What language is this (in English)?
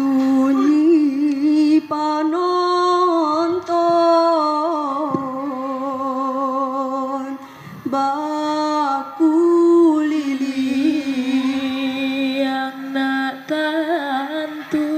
Minangkabau